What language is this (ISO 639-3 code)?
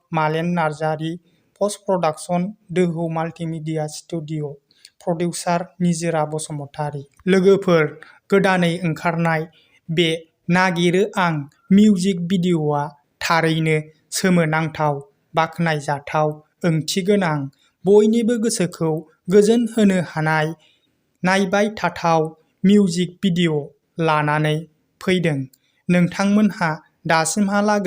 brx